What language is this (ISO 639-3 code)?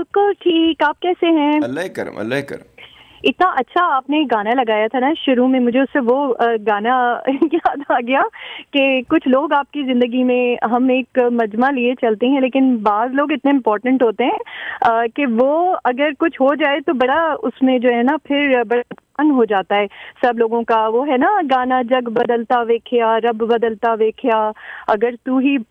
urd